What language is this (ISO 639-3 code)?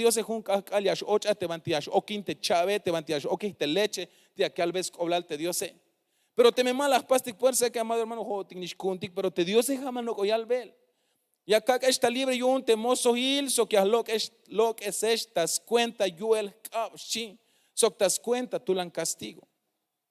tzh